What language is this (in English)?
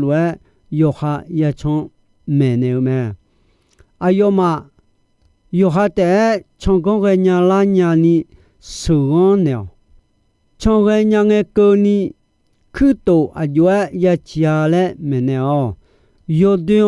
Akha